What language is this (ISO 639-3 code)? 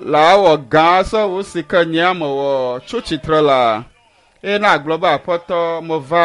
ewe